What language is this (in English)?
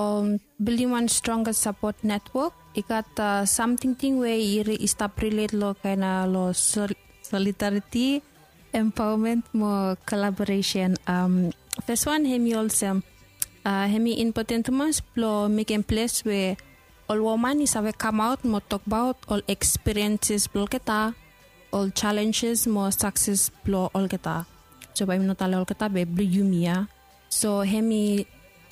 Bislama